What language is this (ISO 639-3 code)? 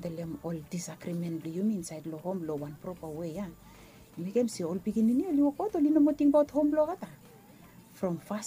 bis